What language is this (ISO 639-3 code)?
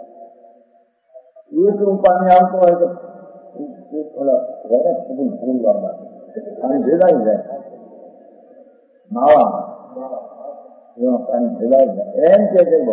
guj